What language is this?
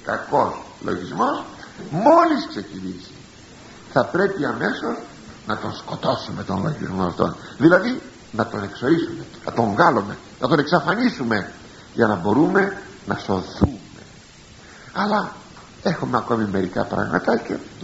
Greek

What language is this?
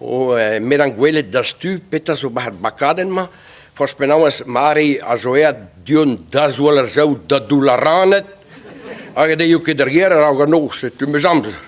Breton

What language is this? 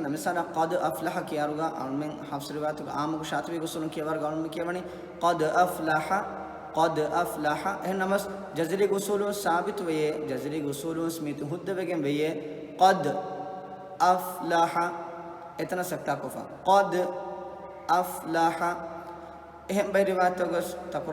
Divehi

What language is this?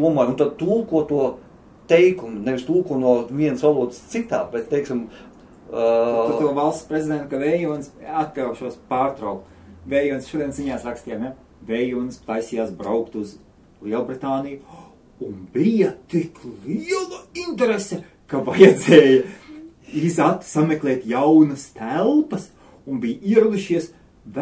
Latvian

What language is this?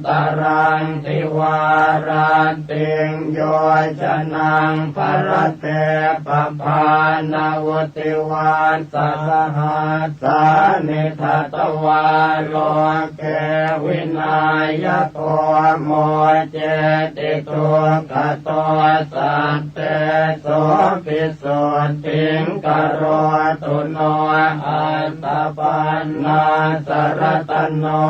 Pali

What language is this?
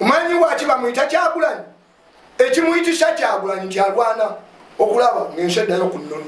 Ganda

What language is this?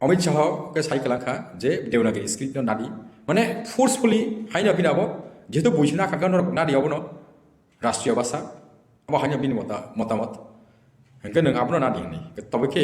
Kok Borok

